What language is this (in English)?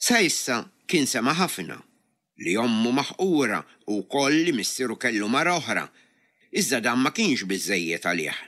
Maltese